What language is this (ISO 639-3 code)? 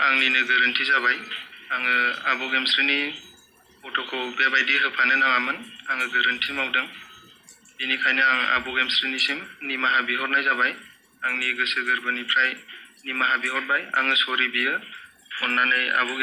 brx